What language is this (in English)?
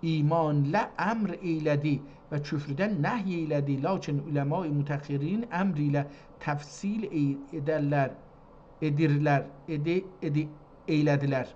South Azerbaijani